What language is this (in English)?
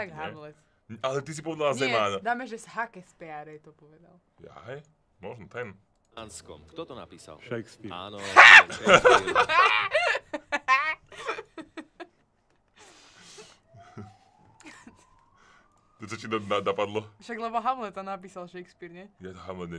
Slovak